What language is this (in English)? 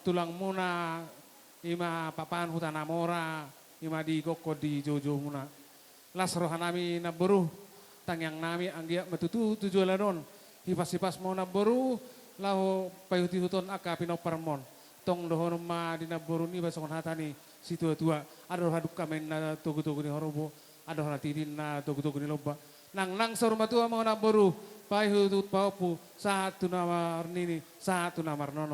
Batak Toba